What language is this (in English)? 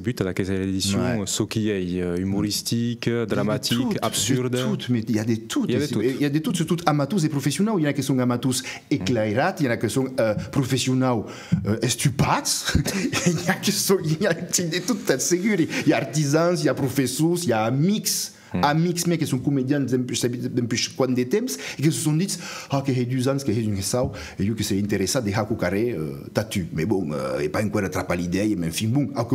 Occitan